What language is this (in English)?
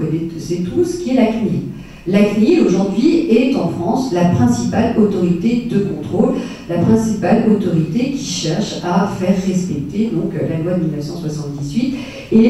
French